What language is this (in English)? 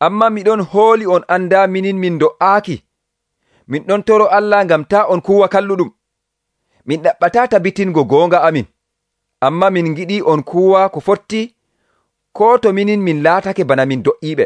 Nigerian Fulfulde